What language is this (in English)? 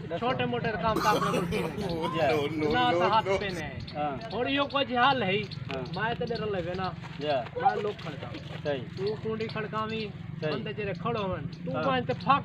Saraiki